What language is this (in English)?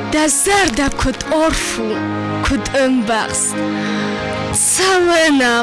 Ossetic